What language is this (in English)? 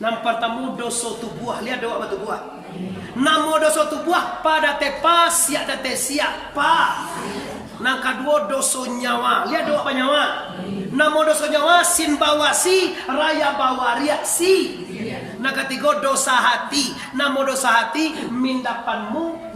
Minangkabau